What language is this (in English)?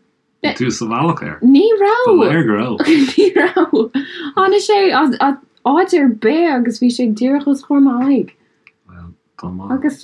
Irish